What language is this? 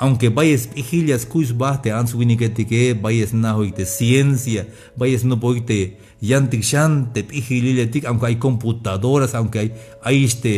Tzeltal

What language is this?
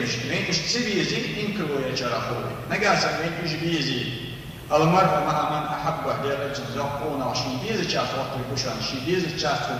Ingush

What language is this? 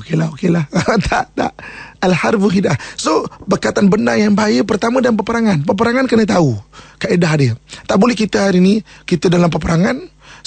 Malay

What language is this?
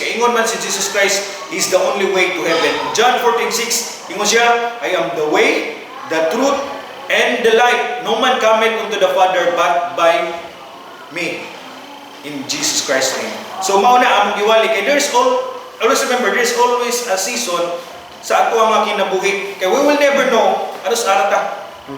Cebuano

